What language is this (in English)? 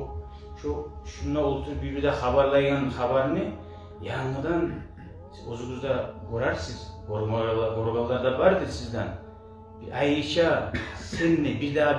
Kumyk